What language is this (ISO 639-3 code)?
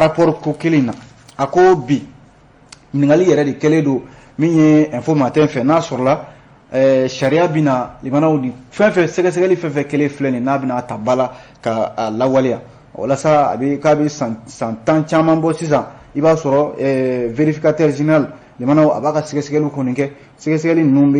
bam